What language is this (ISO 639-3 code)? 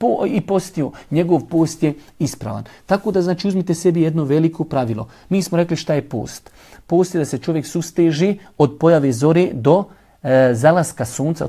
bos